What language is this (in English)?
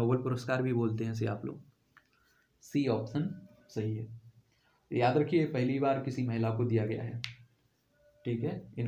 Hindi